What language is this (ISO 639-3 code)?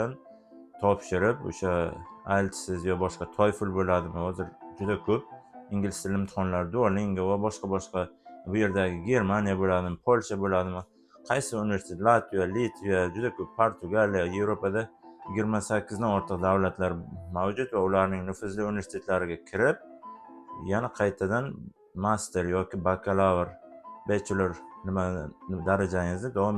uzb